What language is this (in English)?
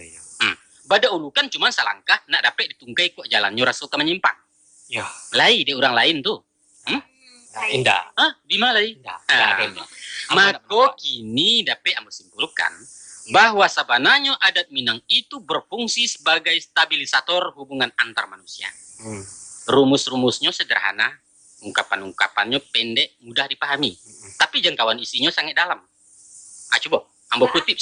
Minangkabau